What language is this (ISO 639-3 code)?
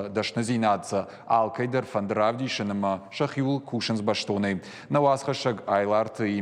oss